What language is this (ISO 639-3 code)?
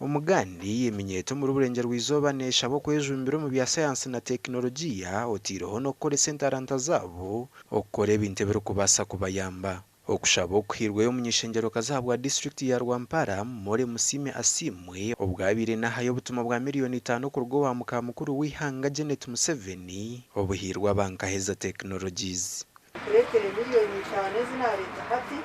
nyn